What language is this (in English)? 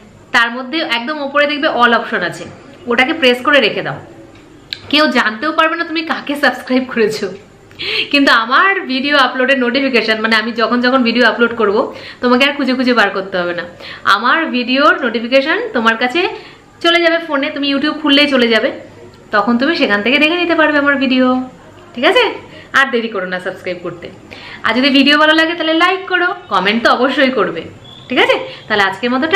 Bangla